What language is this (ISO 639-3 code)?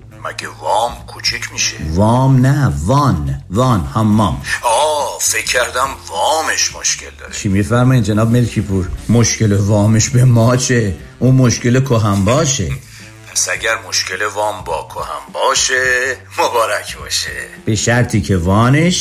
fas